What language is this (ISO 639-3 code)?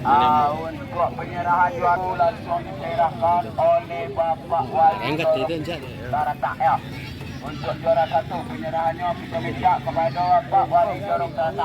min